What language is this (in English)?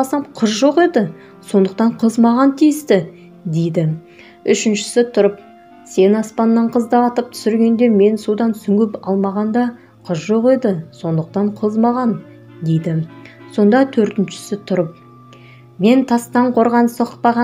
Kazakh